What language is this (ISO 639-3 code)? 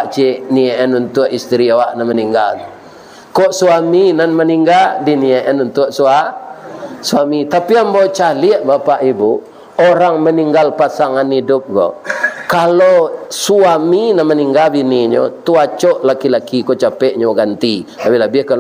min